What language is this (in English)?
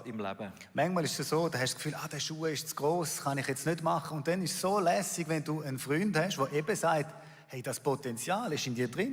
Swiss German